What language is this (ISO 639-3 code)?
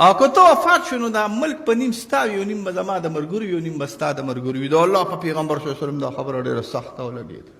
pus